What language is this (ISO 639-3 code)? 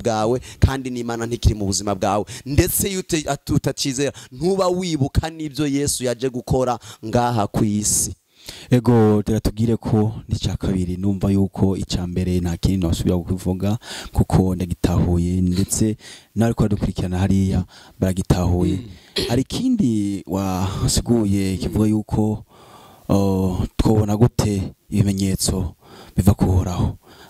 run